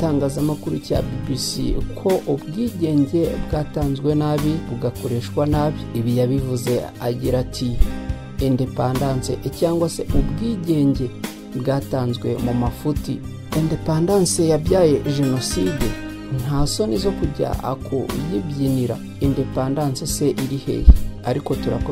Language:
Kinyarwanda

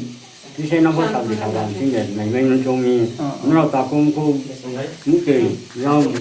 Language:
Riang (India)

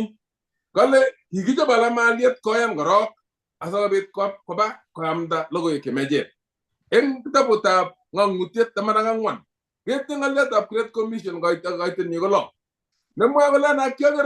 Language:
Kalenjin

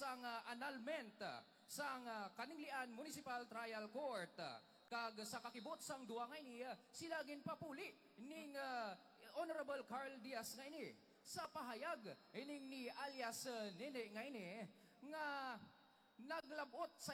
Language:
Hiligaynon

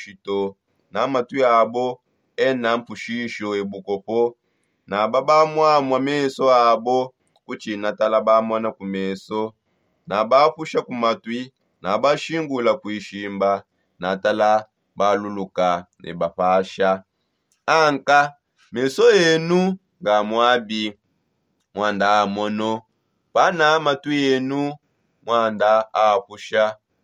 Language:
Songe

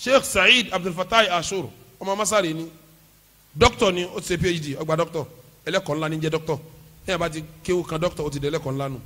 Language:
Yoruba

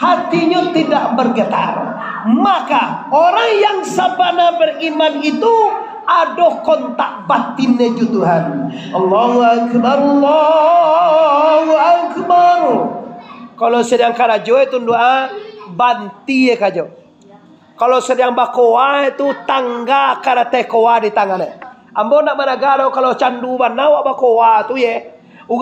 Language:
Minangkabau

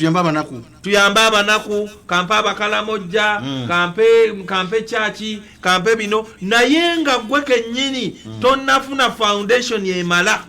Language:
Ganda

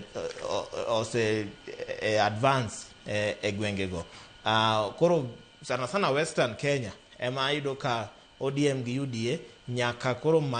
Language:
Luo (Kenya and Tanzania)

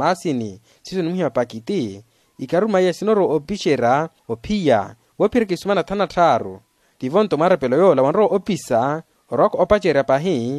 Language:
Makhuwa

